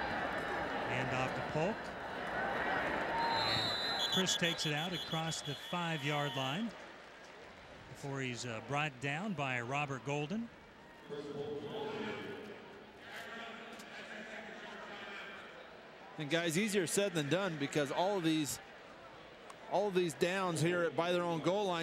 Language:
English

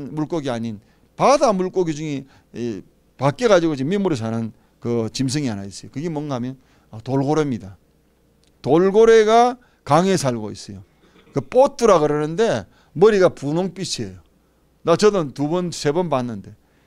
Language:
Korean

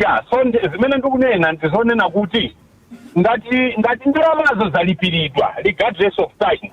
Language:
Nyanja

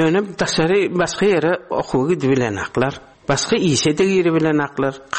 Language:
Turkmen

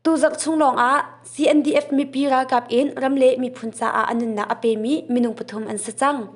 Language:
Hakha Chin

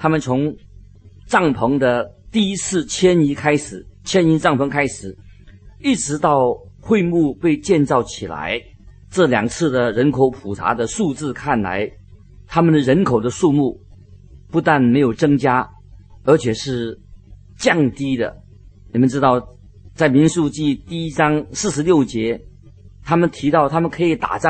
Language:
Chinese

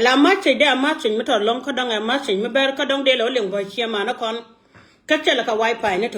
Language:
Nuer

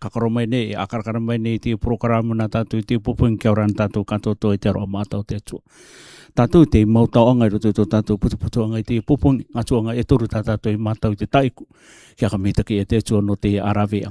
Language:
Rarotongan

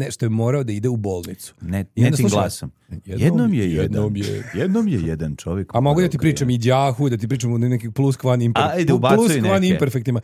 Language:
Serbian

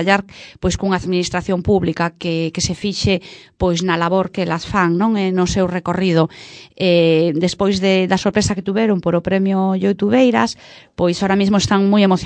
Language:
Galician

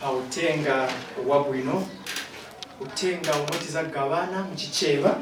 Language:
Nyanja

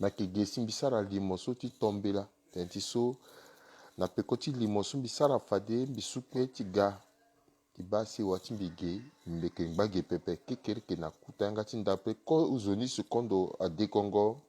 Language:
Sango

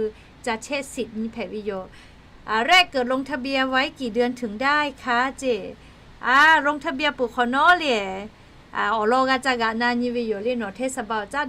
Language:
Lahu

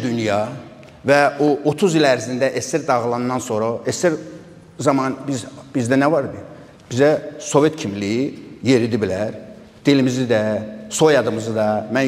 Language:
Azerbaijani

